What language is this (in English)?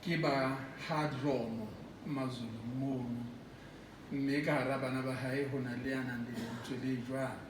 Southern Sotho